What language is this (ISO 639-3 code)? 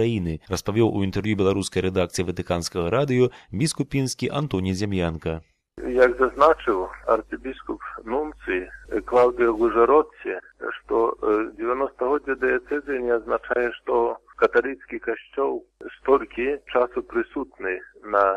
bel